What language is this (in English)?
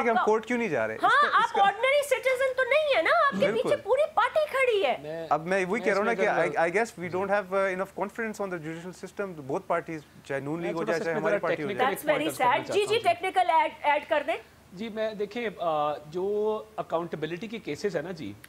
Urdu